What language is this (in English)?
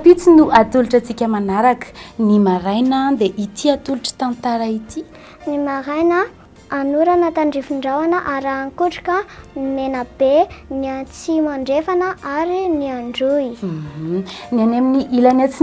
Malagasy